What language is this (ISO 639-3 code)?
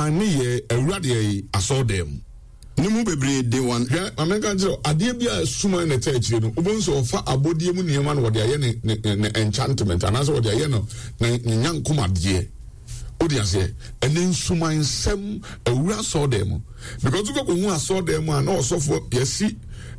aka